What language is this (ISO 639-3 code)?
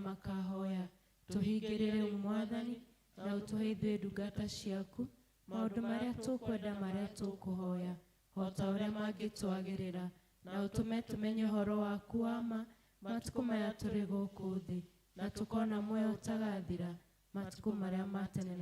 kik